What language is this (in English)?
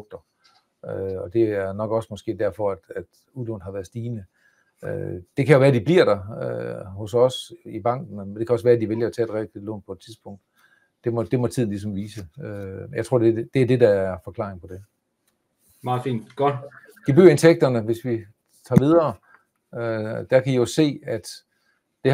Danish